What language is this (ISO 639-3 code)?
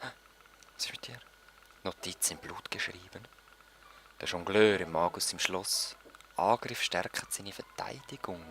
gsw